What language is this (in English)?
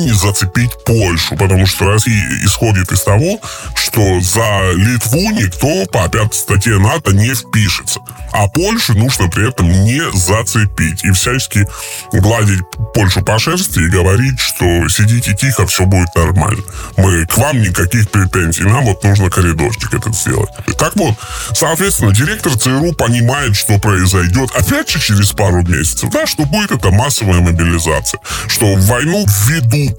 Russian